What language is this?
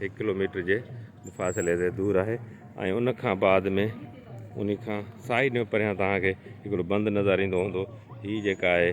Sindhi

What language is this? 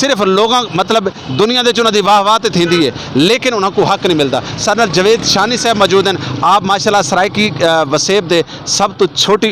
Saraiki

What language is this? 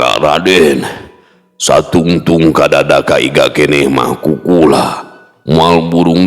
Sundanese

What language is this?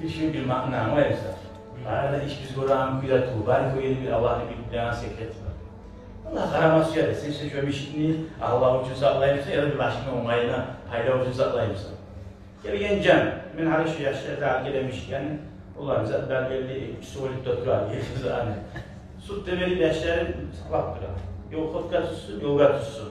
Kumyk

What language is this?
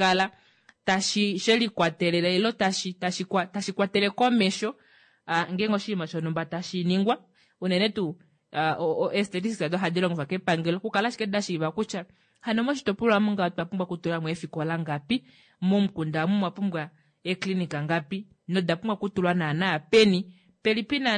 Kuanyama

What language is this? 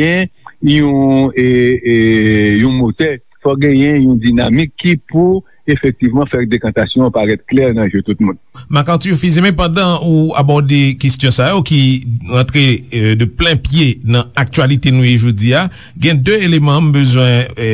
Haitian Creole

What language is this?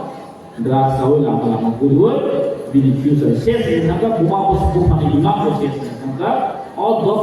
Kok Borok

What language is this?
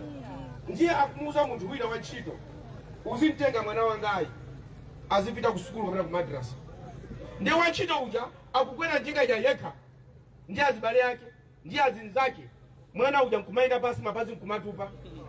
Nyanja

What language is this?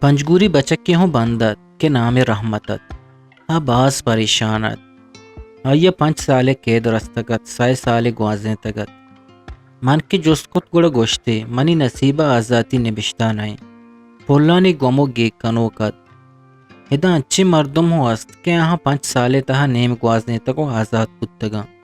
Eastern Balochi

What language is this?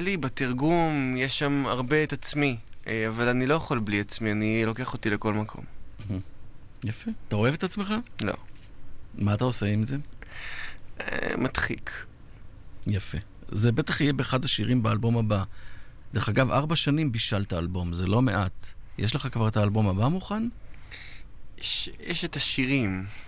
Hebrew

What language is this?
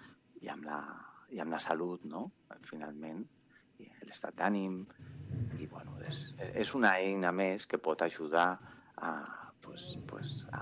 Catalan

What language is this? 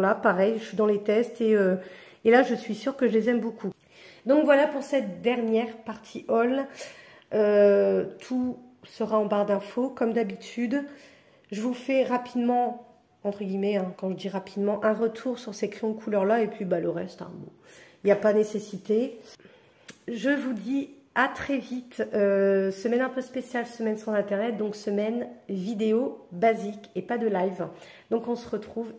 French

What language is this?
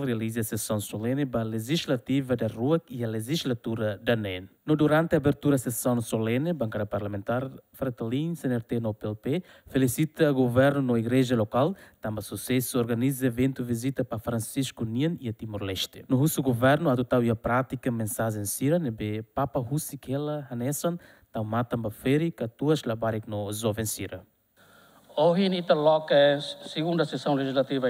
Tetum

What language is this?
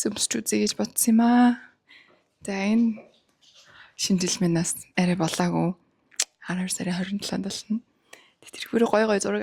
Mongolian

